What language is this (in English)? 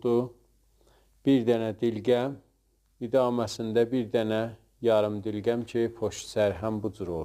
South Azerbaijani